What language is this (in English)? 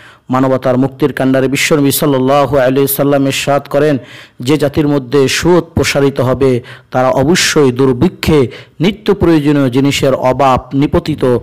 Bangla